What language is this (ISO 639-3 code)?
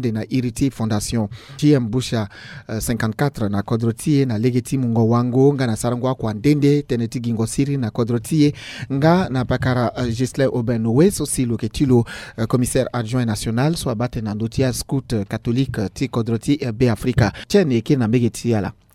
sag